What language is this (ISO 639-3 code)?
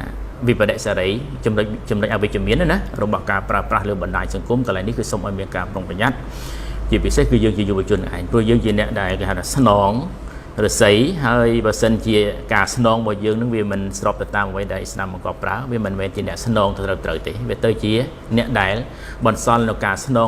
khm